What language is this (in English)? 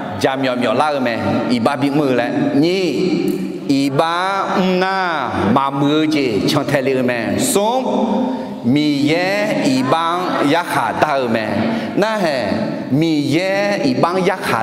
Akha